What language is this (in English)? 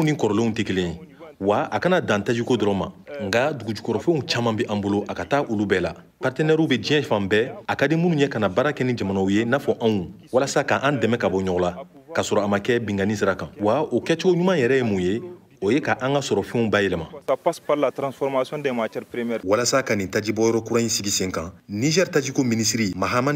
Bambara